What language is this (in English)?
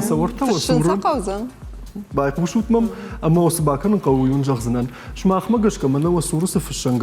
Ossetic